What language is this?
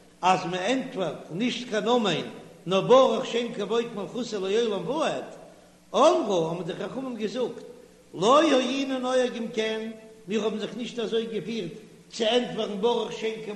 Yiddish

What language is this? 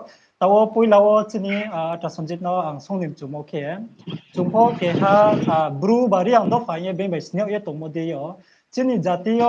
Riang (India)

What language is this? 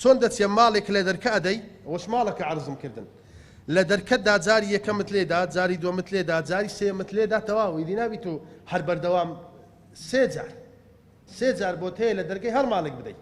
Central Kurdish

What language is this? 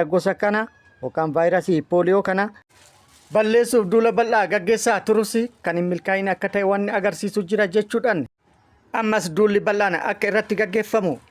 Oromo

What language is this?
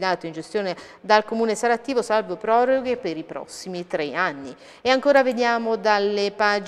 Italian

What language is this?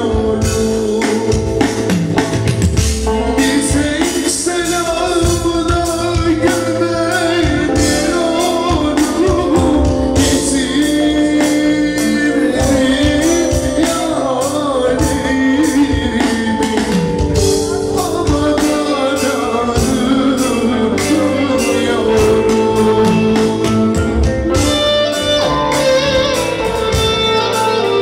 Turkish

